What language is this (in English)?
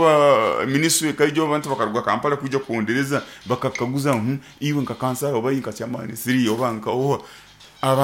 Nyoro